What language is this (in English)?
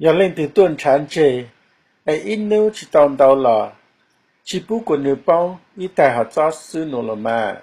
Hmong